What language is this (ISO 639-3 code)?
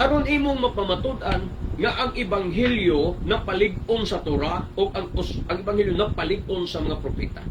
ceb